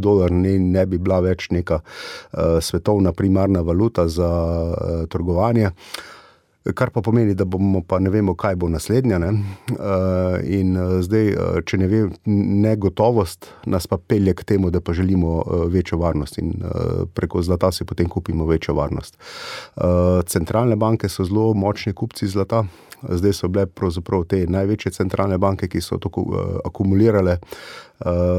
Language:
Slovenian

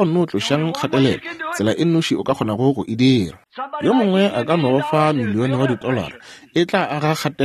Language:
Northern Sotho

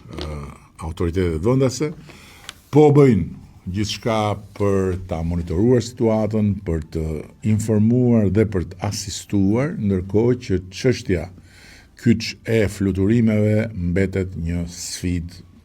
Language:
Albanian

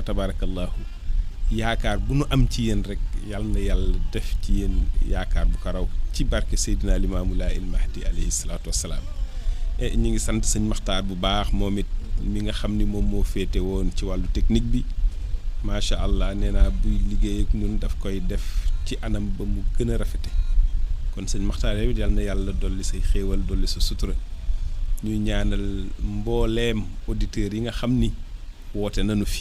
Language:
Wolof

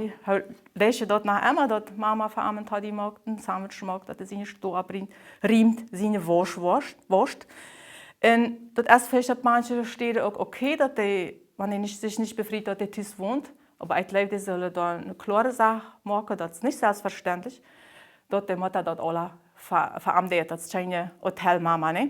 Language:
Plautdietsch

